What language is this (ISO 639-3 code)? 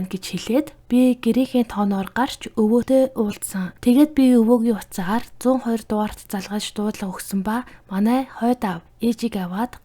mon